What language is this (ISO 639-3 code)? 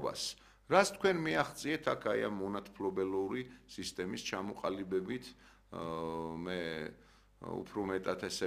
kat